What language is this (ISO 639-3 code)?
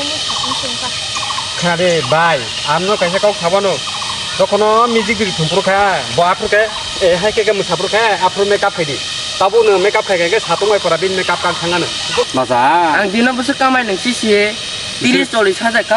trp